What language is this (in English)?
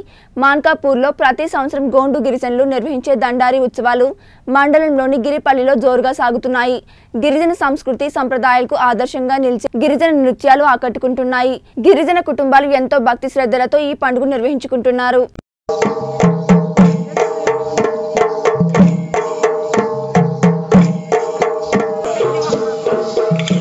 Telugu